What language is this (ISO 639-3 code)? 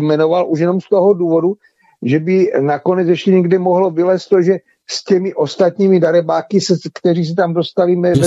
ces